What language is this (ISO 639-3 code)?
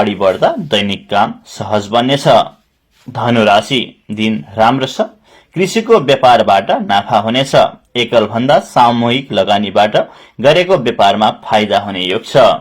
nep